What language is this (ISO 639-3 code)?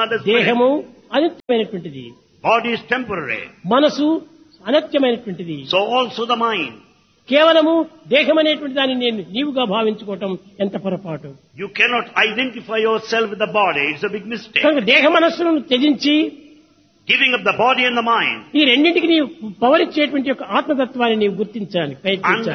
tel